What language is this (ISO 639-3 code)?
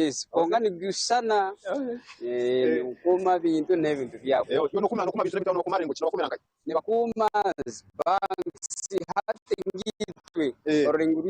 nyn